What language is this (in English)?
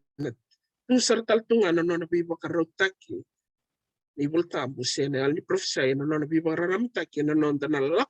Fijian